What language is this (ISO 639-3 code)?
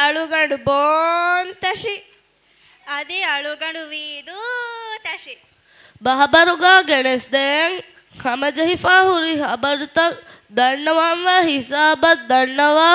div